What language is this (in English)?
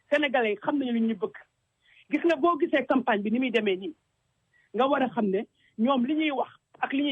Wolof